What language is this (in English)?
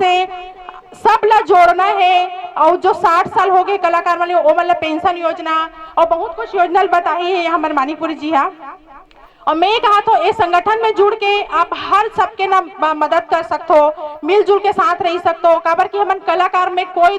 Chhattisgarhi